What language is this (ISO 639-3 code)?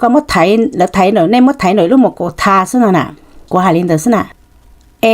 hmn